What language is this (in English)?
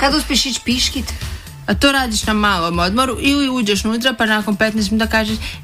Croatian